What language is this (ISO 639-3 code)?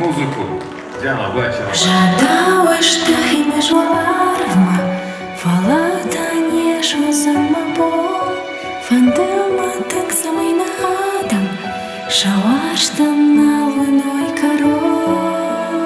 oss